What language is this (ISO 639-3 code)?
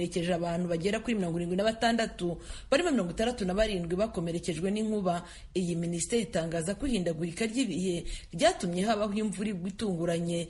kin